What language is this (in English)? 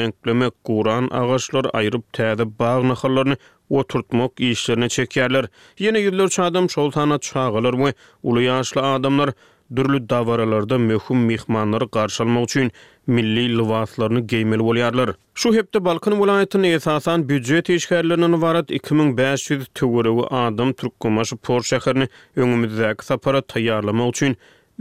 Turkmen